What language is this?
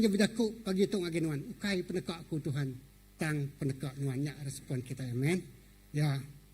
Iban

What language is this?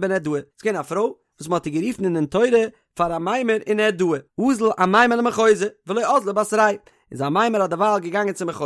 Yiddish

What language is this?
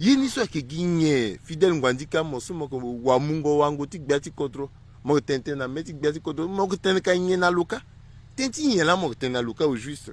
Sango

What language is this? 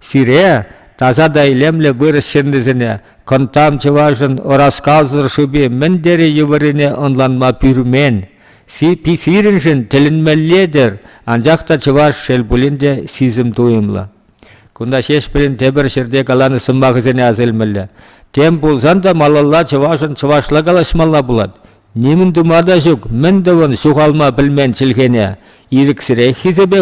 Chuvash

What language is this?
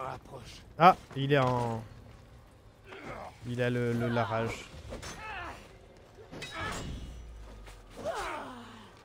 French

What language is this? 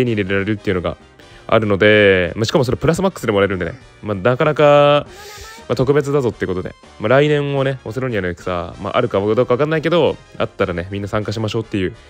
Japanese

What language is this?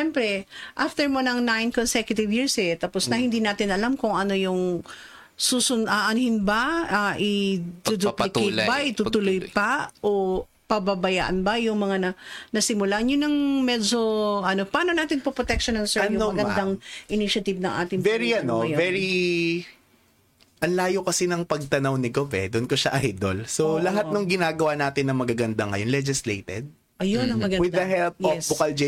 Filipino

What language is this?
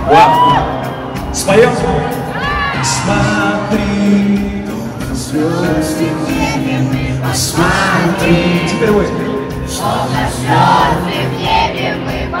Russian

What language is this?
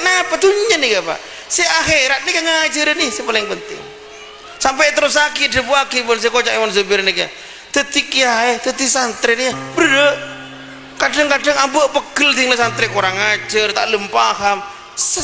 Madurese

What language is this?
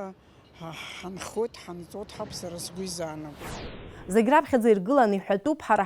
Abkhazian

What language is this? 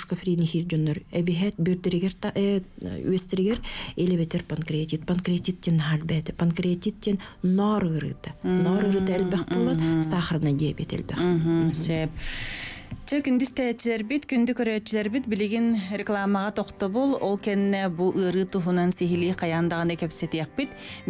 Yakut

